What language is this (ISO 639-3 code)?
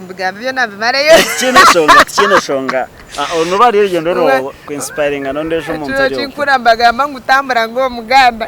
nyn